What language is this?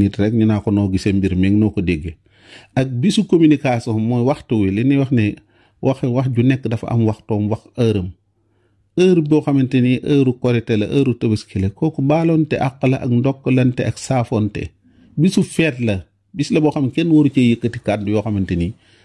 Wolof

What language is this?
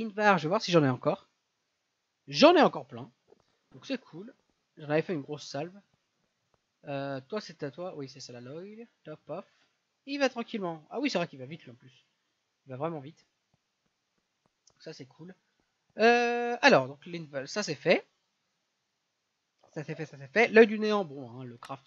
French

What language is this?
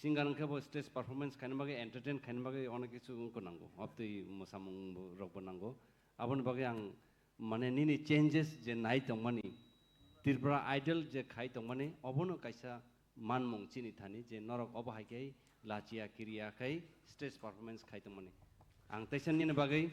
Kok Borok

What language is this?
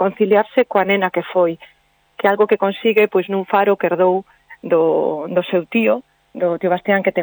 Galician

